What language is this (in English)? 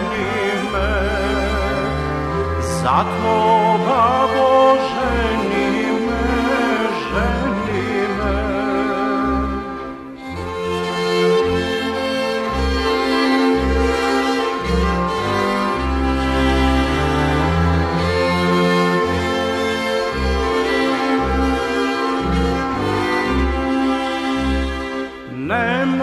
Serbian